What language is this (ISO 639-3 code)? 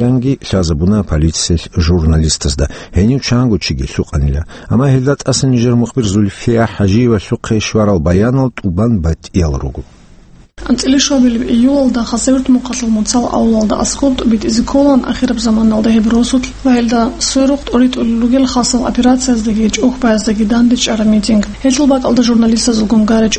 ava